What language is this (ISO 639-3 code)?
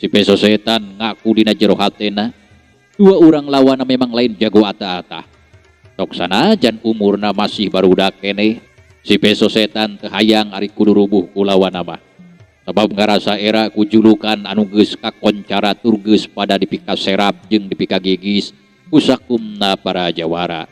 sun